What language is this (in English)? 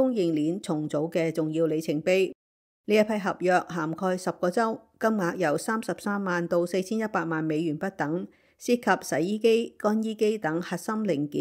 Cantonese